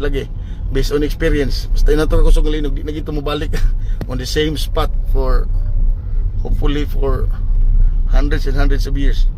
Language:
Cebuano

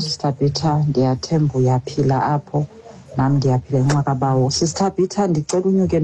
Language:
Xhosa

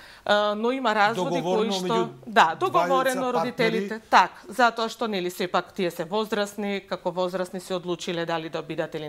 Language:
Macedonian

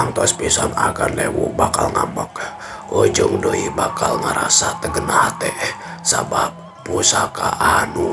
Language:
Sundanese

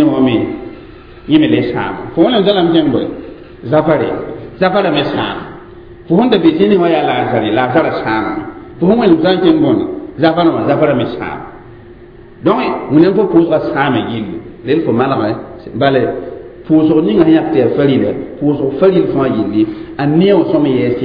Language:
Mossi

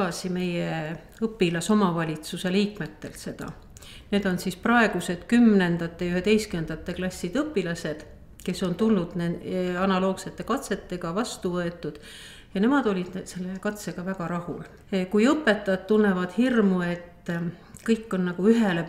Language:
Estonian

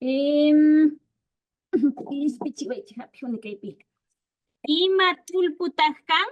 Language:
Imbabura Highland Quichua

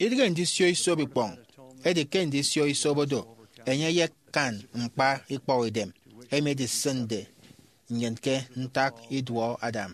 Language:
Efik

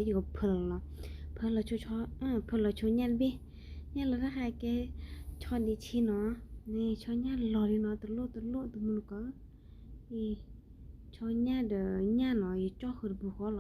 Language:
S'gaw Karen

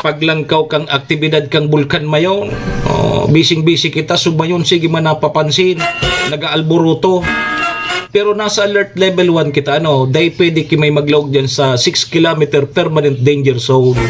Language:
Bikol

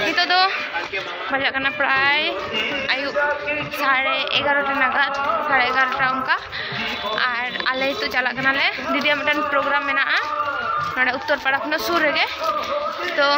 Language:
Santali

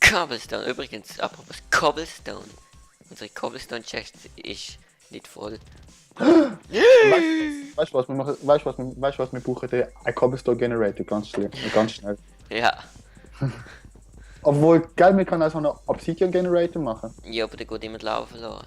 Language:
Swiss German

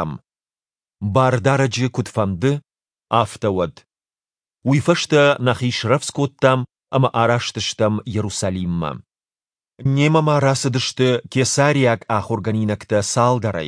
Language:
Ossetic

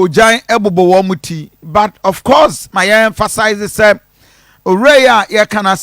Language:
Akan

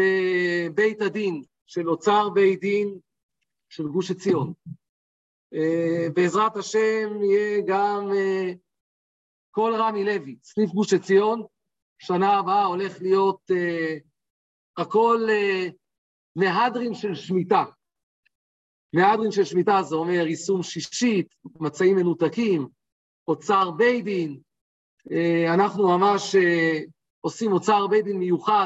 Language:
Hebrew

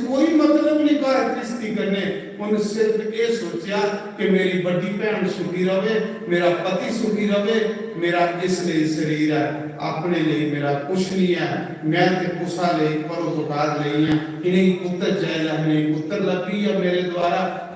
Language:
Dogri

